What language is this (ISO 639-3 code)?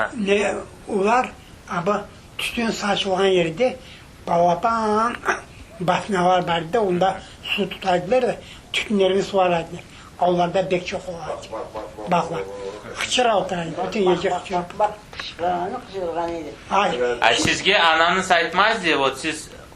crh